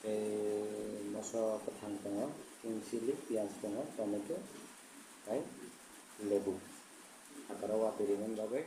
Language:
Kok Borok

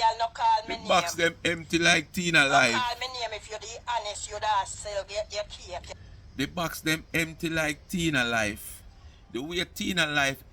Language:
Jamaican Creole English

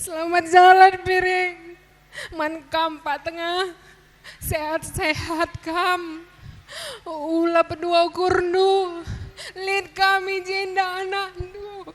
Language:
Batak Karo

